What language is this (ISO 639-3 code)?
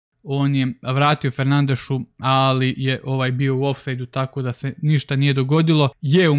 hrv